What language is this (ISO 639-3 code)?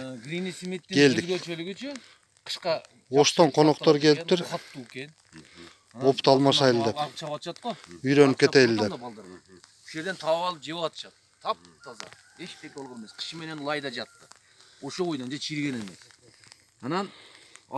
kir